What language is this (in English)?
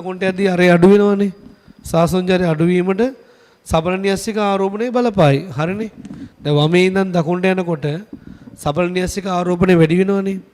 Sinhala